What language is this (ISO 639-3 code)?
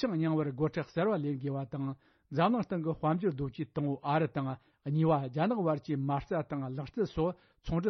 bod